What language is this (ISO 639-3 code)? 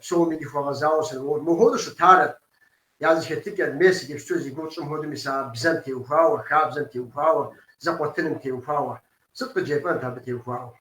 kbd